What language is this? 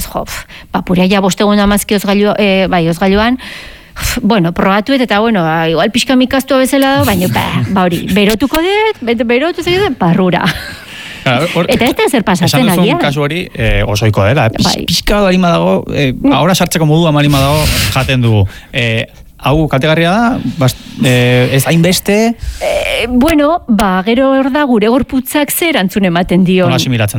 Basque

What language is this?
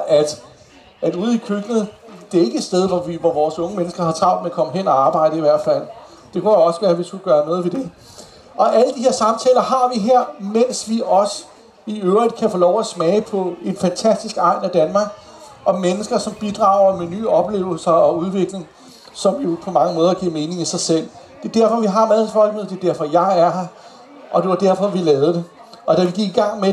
Danish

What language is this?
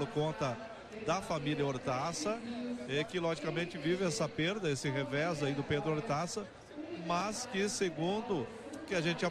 Portuguese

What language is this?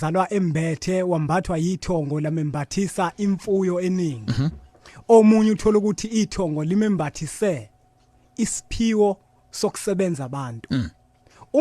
Zulu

